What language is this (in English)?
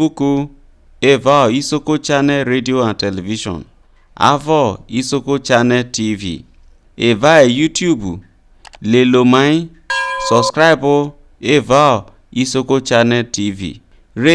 Isoko